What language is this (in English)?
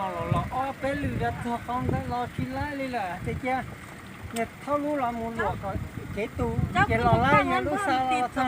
Hmong